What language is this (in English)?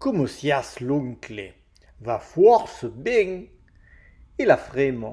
Occitan